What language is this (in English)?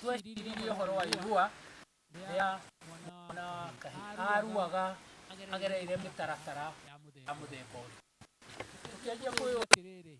Kikuyu